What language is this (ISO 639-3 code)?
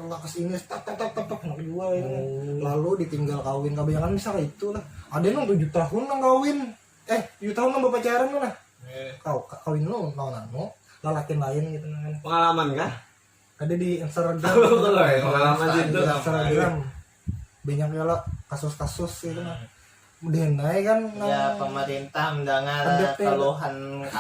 bjn